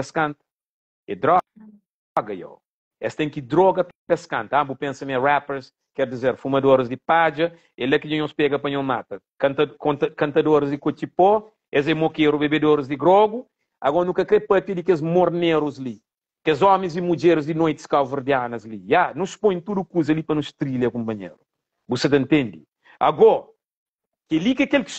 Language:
Kabuverdianu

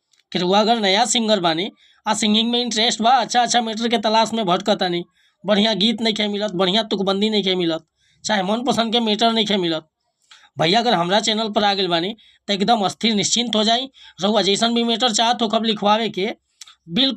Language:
Bhojpuri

